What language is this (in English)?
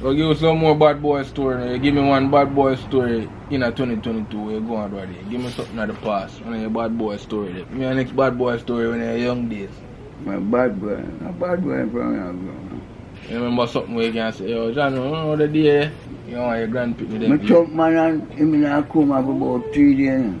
Jamaican Creole English